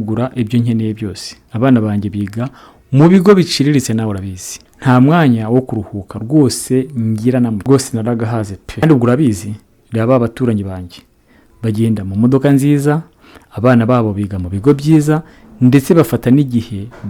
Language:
Kinyarwanda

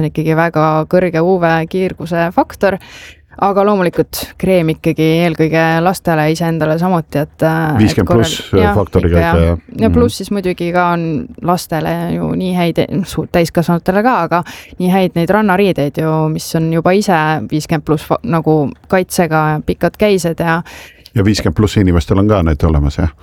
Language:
Estonian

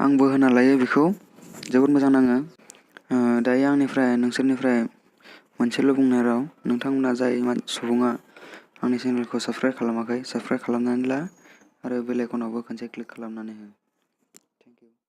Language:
Bodo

